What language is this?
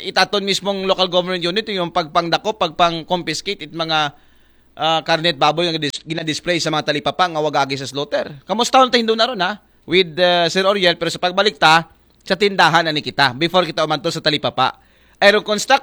Aklanon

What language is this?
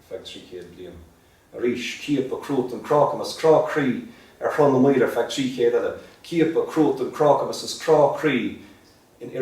Irish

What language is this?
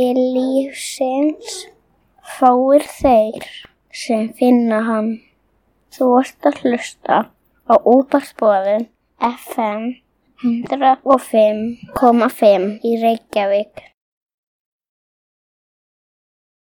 Icelandic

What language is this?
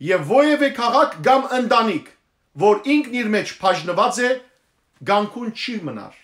Western Armenian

